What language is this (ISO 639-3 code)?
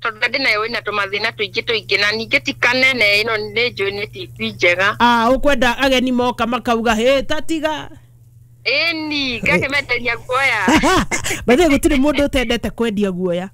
kik